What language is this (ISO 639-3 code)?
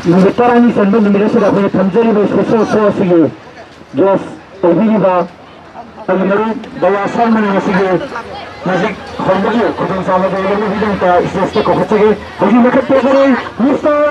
mni